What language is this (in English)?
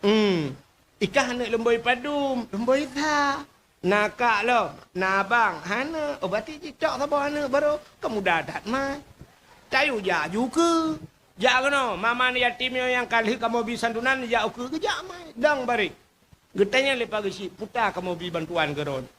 Achinese